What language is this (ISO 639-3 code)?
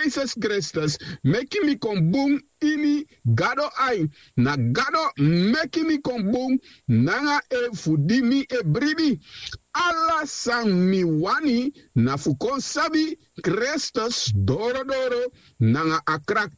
srn